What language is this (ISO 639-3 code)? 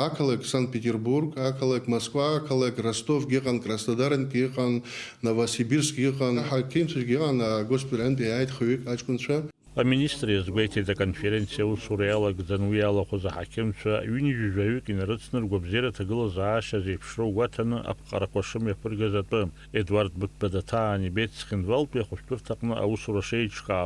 abk